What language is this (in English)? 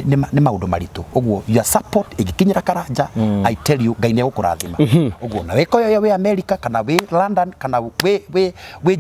Kikuyu